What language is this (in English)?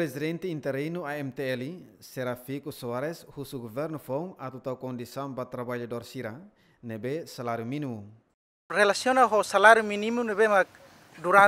Tetum